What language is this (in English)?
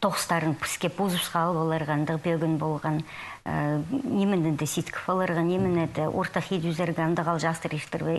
Khakas